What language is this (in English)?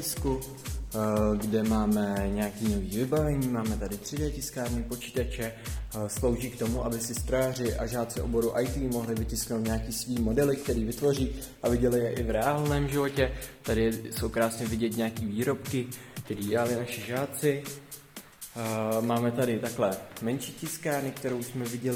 Czech